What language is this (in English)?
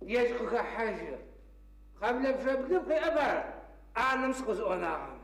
Adyghe